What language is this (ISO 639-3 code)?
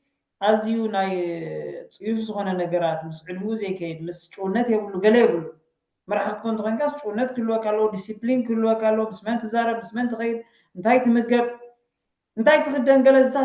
tir